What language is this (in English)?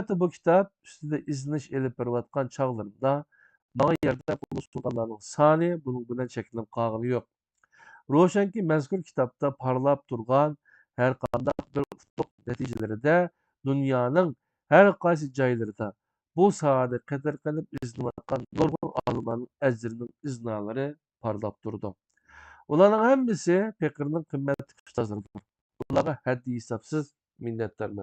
Uyghur